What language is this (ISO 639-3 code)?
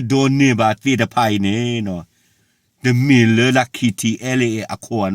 ksw